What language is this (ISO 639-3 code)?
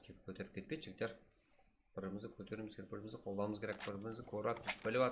kaa